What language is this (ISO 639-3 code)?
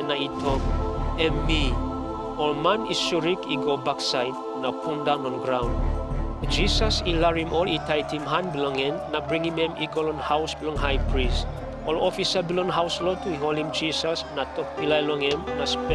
tpi